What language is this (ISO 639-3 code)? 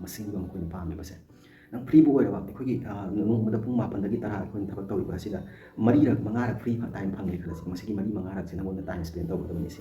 mni